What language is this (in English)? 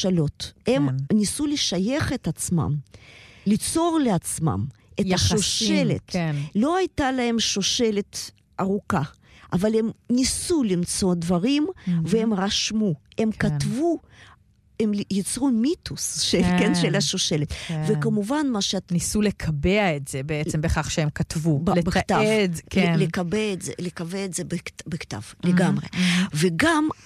Hebrew